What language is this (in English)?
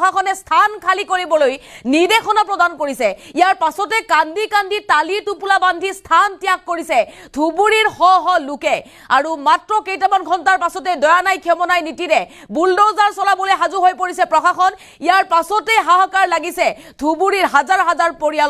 Assamese